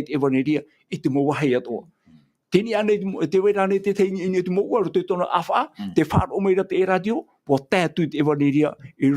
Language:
Tahitian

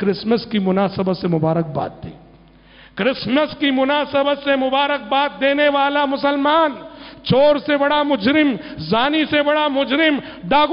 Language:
Urdu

